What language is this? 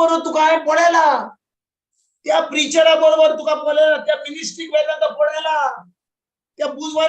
Konkani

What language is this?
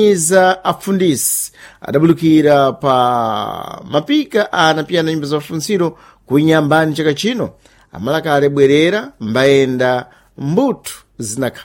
Sena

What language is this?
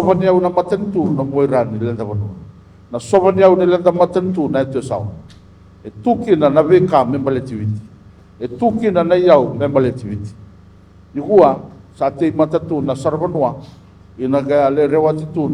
Fijian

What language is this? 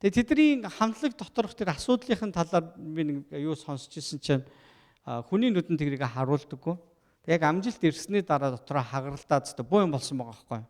Mongolian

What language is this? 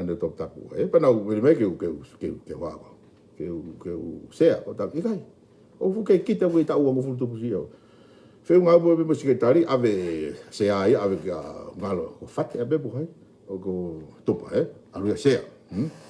Tongan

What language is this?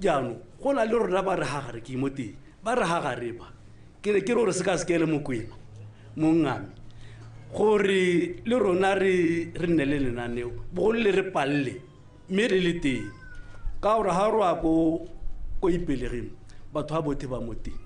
Tswana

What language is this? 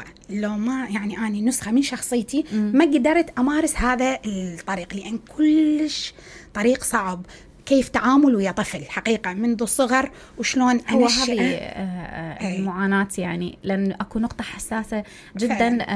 Mesopotamian Arabic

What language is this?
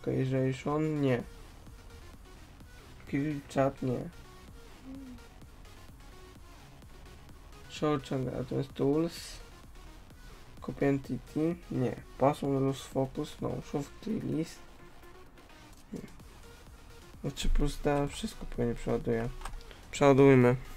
Polish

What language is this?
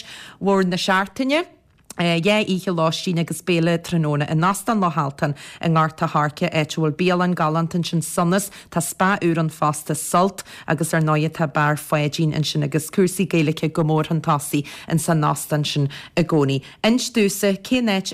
Irish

